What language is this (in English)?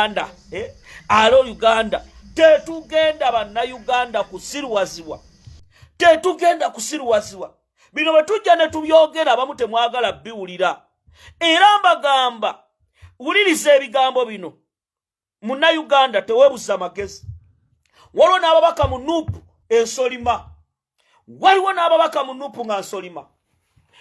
Ganda